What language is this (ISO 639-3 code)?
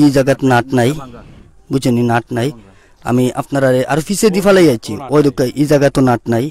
syl